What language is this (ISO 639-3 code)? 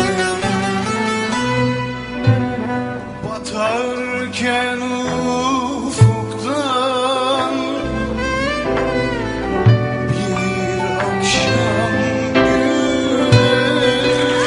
tur